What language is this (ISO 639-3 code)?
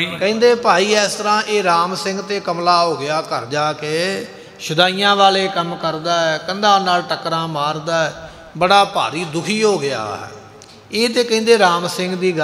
pan